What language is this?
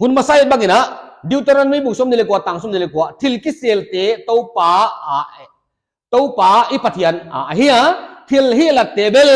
Paite Chin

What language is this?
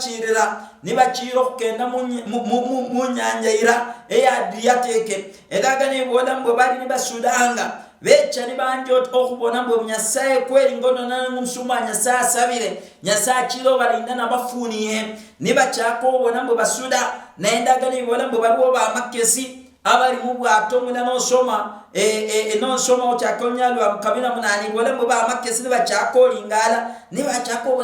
Luyia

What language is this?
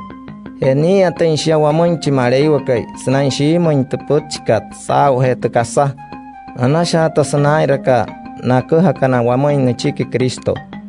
Wayuu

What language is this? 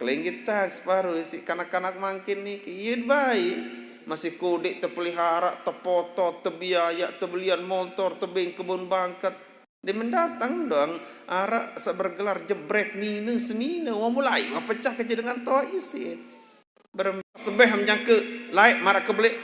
Sasak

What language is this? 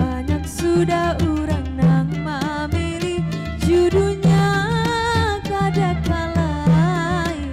Banjar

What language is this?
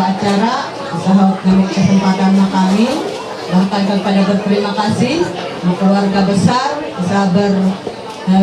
Ma'anyan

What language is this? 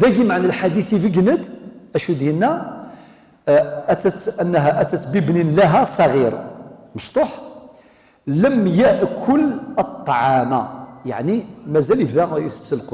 Kabyle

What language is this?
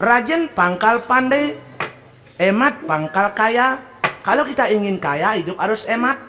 Balinese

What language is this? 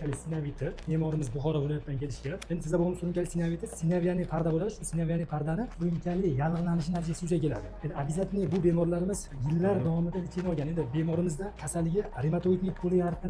Uzbek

